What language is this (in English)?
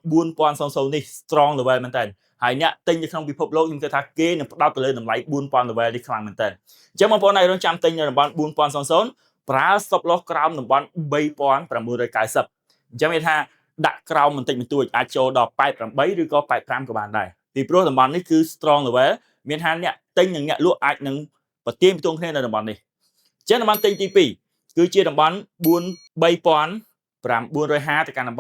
Khmer